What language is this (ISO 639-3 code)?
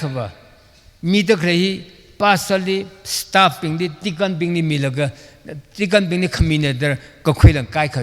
nmf